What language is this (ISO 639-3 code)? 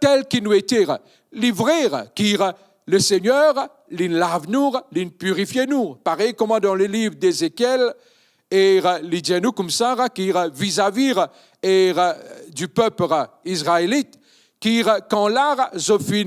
mfe